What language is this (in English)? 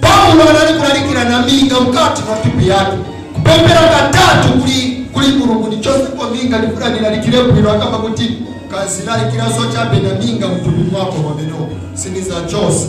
Nyanja